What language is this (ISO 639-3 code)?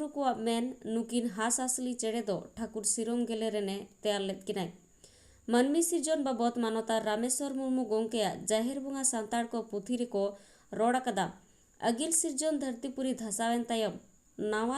sat